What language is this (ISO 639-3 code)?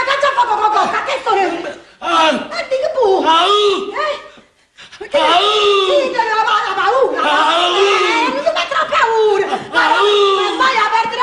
nap